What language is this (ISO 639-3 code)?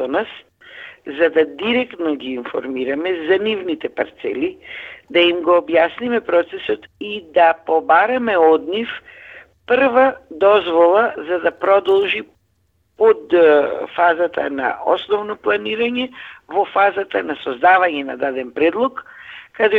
mkd